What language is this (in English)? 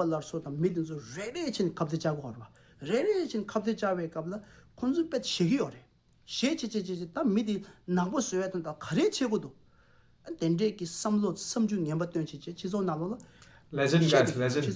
Tibetan